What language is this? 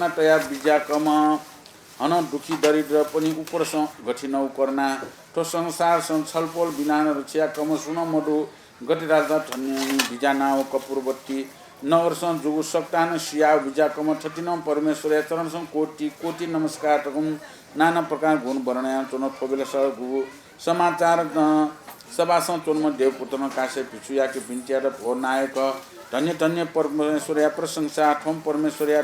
Newari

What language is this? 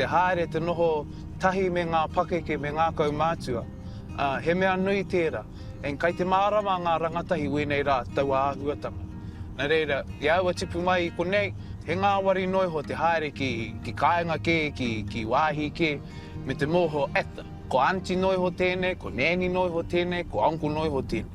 Māori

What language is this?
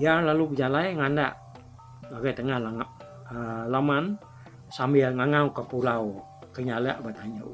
Iban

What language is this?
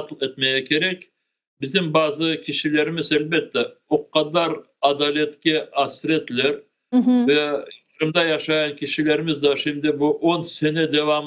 Crimean Tatar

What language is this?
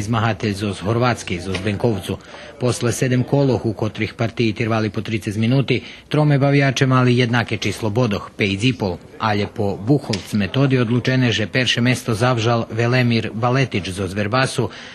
Rusyn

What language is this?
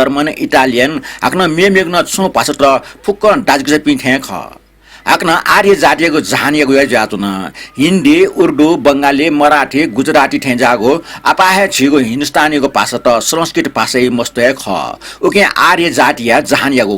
Newari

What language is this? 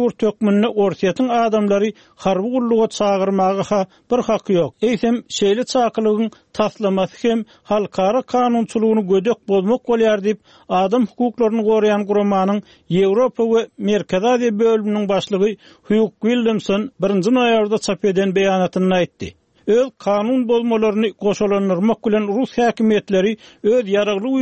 Turkmen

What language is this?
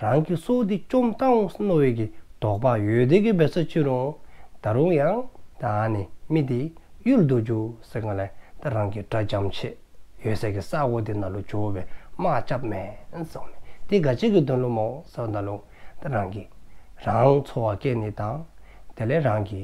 Dzongkha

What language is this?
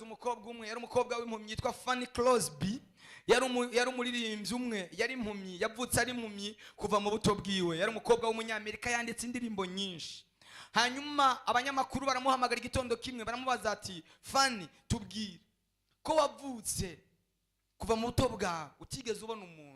Rundi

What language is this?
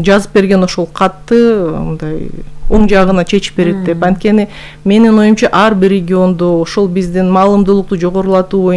Kyrgyz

